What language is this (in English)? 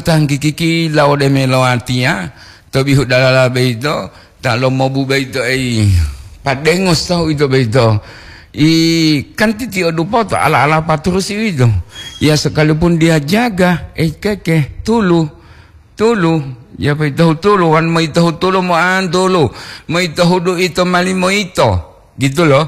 Gorontalo